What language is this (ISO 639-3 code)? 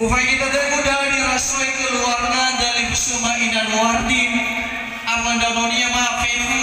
nia